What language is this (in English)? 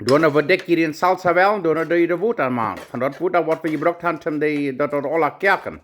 Plautdietsch